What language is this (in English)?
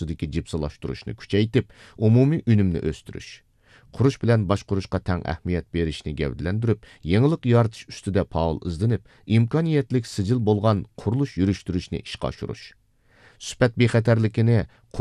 Uyghur